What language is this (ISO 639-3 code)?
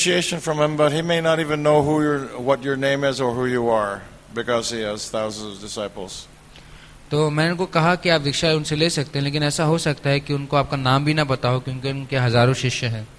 hin